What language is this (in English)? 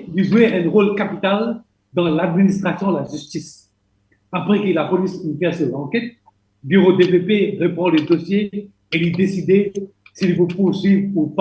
Morisyen